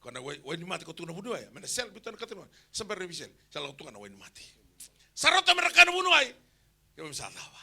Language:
Fijian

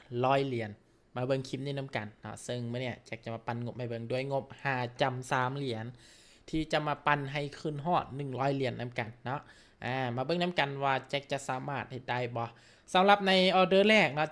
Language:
Lao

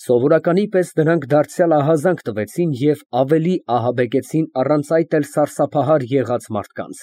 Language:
Armenian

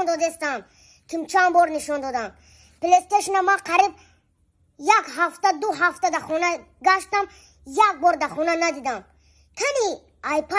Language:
Tajik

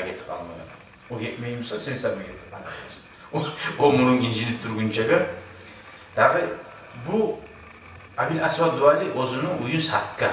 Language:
Kumyk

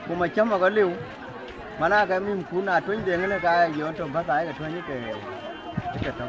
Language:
Dinka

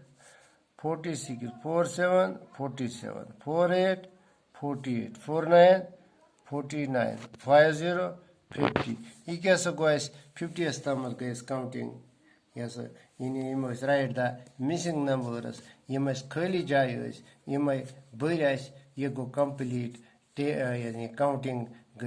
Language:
Kashmiri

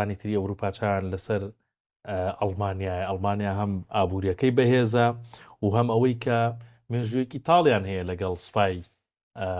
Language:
Central Kurdish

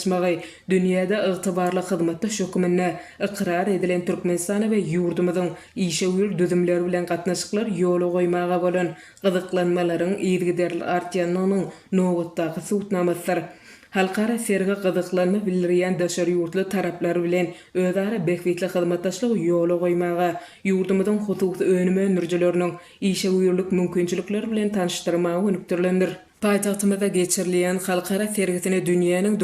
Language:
Turkmen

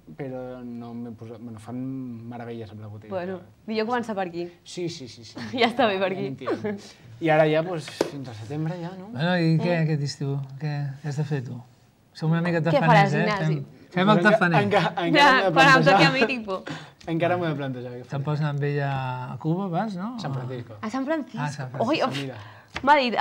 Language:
Catalan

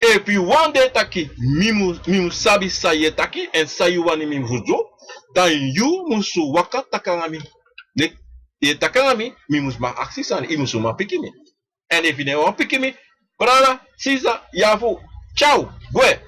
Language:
Sranan Tongo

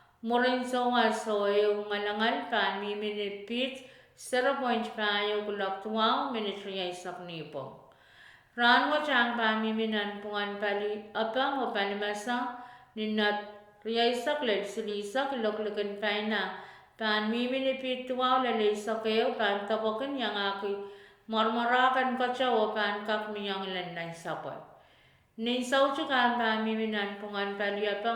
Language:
Pohnpeian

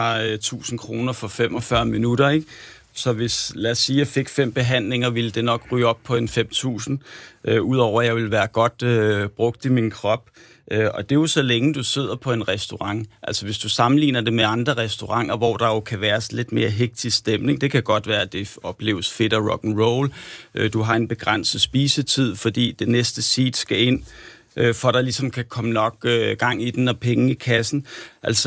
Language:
Danish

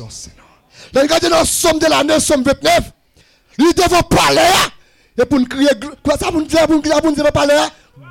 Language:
French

